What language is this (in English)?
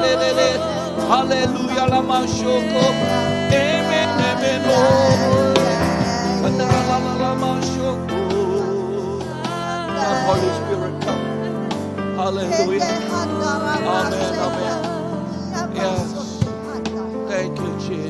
Iban